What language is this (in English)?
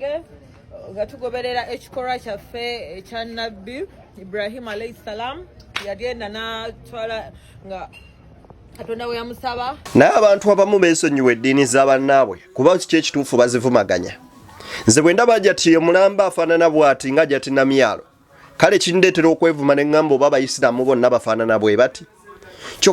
Ganda